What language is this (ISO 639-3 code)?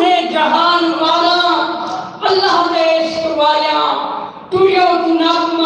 skr